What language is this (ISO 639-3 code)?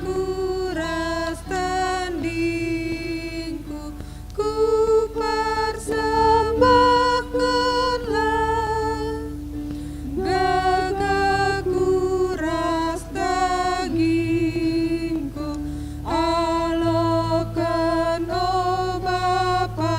btx